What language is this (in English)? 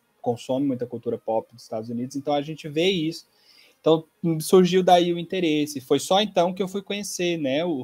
Portuguese